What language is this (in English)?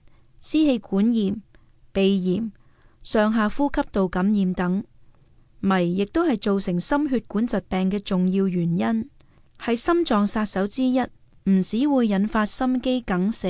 Cantonese